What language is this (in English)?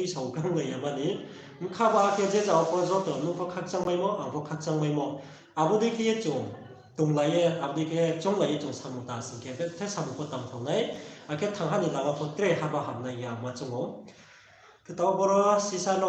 Riang (India)